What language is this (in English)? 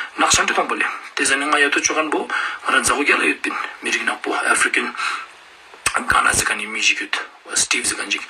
Ladakhi